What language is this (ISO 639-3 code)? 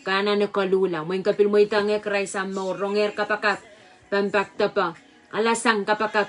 pon